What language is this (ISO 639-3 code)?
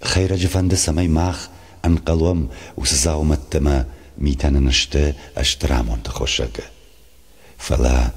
oss